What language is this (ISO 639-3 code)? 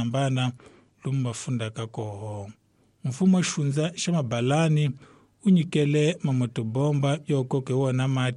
tso